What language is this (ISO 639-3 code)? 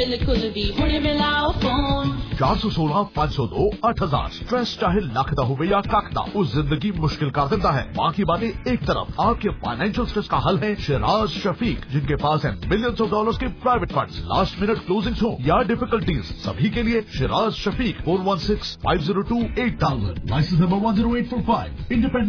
pan